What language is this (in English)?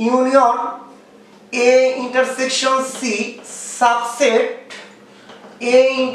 Bangla